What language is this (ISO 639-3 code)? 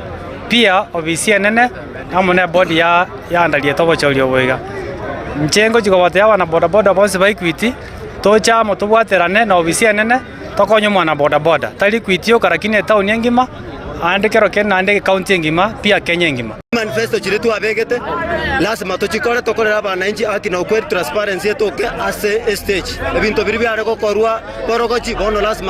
guz